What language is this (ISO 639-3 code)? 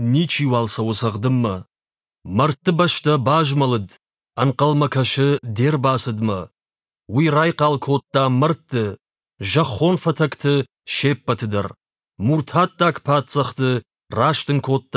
oss